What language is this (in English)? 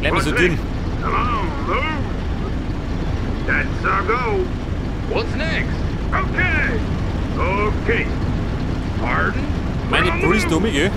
Bavarian